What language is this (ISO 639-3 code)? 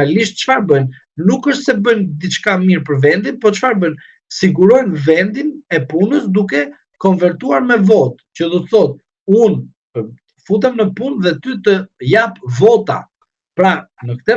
sqi